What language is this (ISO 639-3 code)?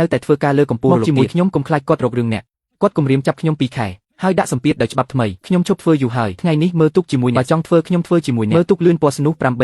khm